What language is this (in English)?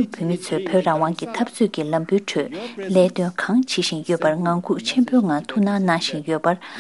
Tibetan